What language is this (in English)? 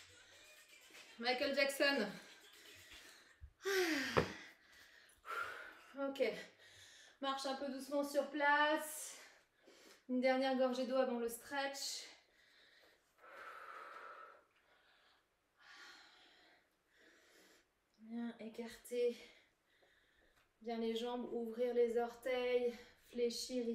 French